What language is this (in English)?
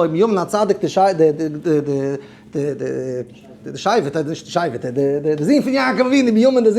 Yiddish